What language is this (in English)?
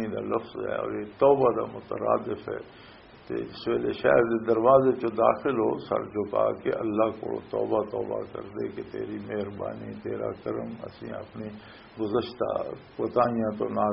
Western Panjabi